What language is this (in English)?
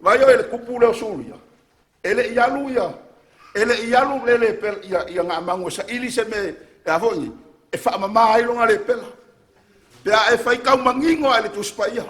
Samoan